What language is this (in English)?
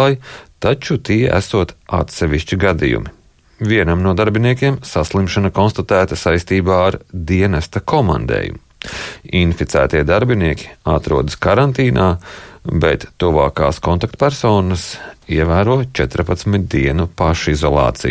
Latvian